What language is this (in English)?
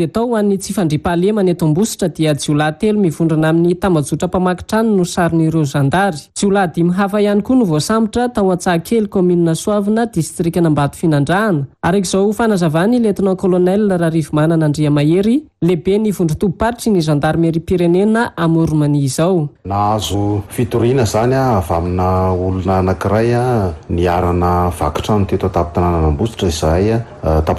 Malagasy